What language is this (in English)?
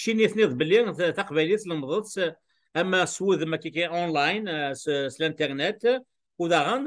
Kabyle